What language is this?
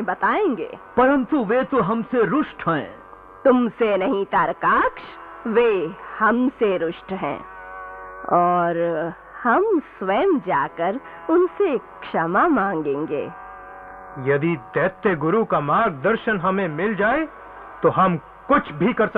Hindi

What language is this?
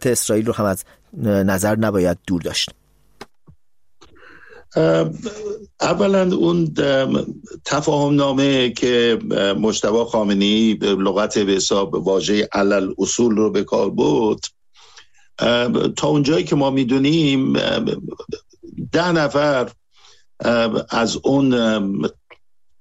Persian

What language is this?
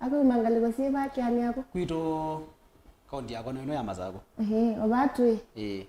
Kamba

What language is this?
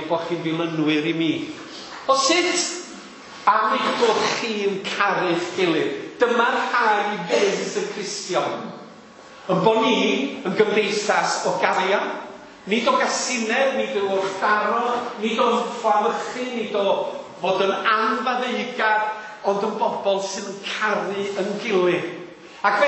Welsh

